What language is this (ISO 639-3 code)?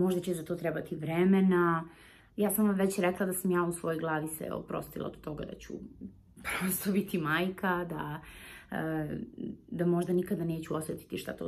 srp